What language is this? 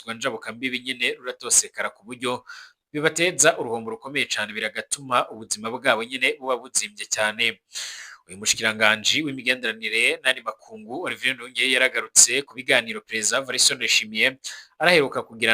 Rundi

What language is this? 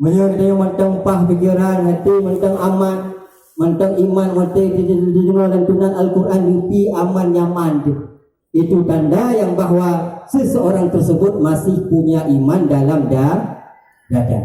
Achinese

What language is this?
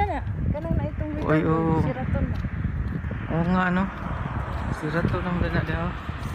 Cebuano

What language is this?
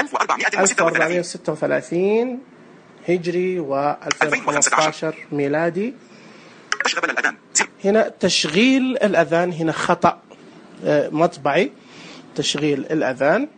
Najdi Arabic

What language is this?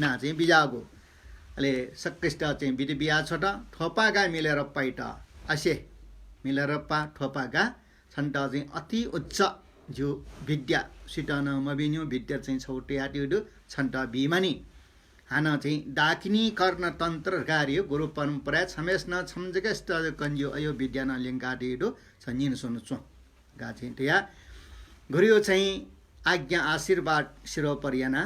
Newari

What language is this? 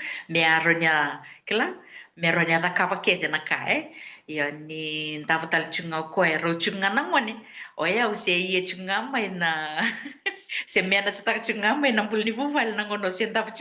Fijian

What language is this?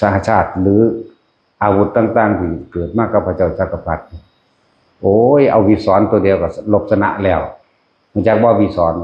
Northeastern Thai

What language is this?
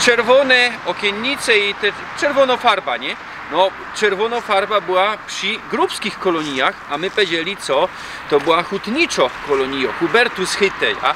Silesian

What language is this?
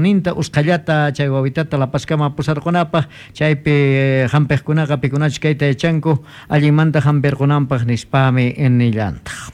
Quechua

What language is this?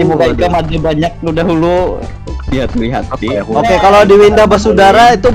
Banjar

